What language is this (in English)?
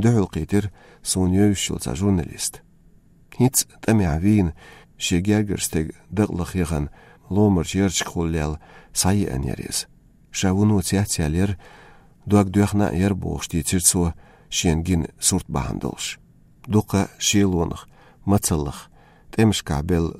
Chechen